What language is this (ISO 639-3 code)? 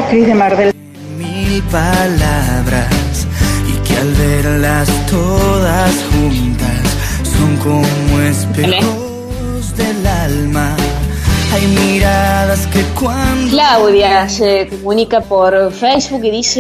spa